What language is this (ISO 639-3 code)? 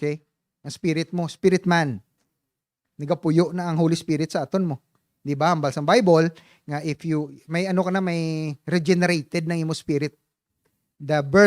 hil